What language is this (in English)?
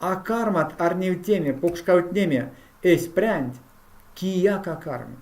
Erzya